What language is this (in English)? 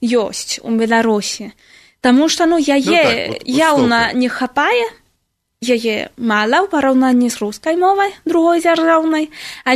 Belarusian